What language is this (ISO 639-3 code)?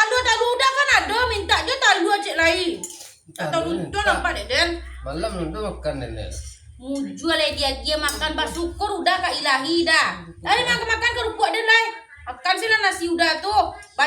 min